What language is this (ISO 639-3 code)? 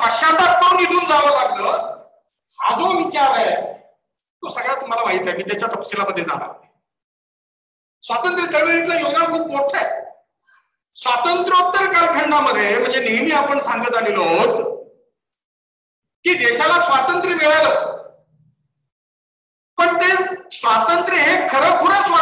mar